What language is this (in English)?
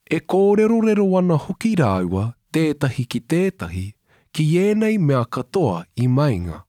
Māori